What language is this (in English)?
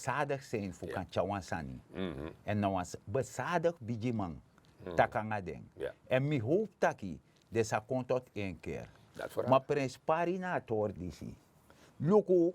Sranan Tongo